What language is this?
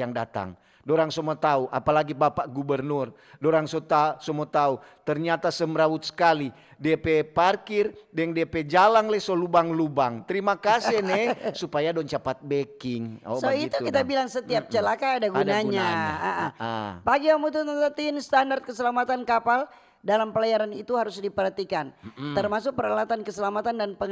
Manado Malay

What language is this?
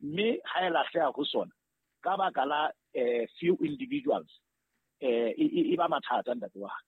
Southern Sotho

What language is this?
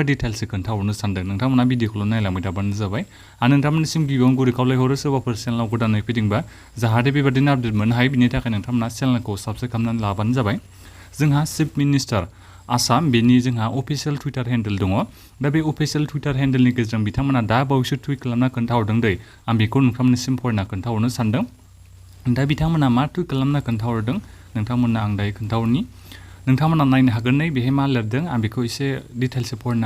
Bodo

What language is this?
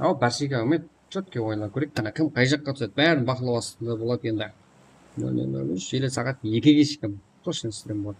Kara-Kalpak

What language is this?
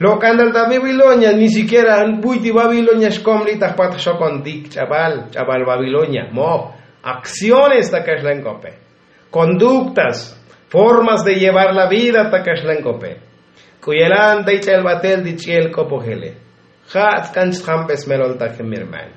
Tzotzil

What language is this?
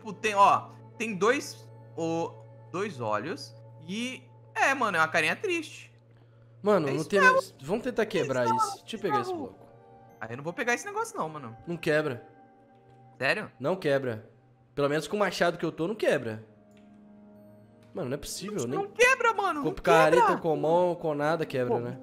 Portuguese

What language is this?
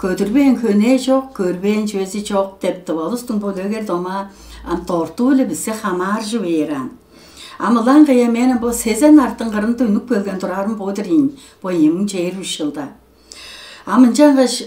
Tuvinian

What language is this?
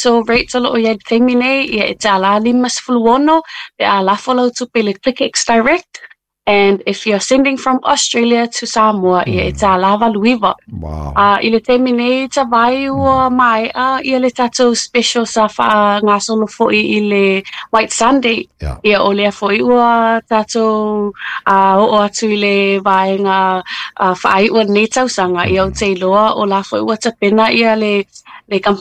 Samoan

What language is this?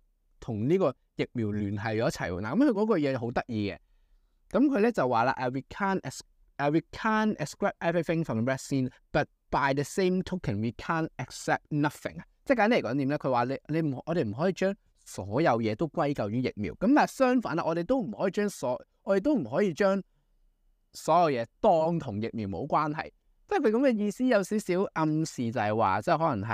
Cantonese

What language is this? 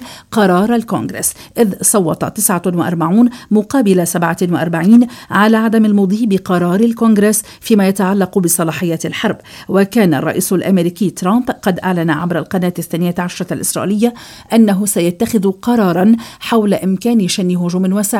Arabic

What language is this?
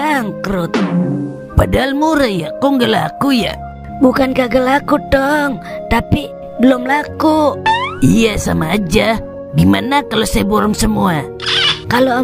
Betawi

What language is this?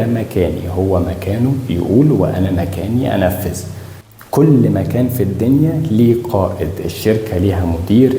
Egyptian Arabic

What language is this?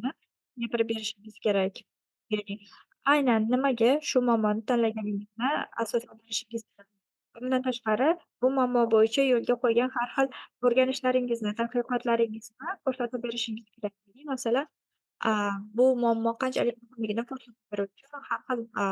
Uzbek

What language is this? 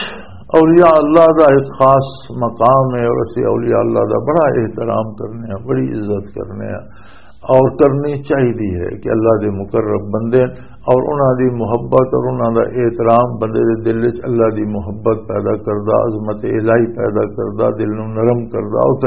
Western Panjabi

